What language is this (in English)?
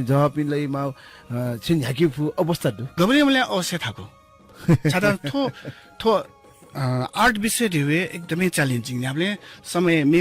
Newari